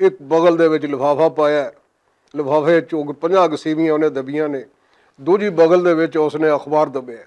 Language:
Western Panjabi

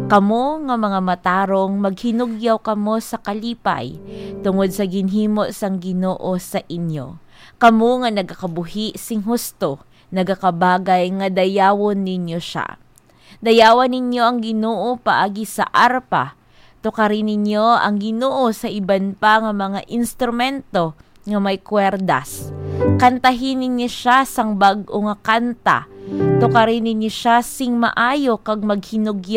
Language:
Hiligaynon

